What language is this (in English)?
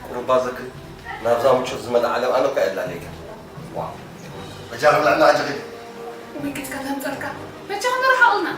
Tigrinya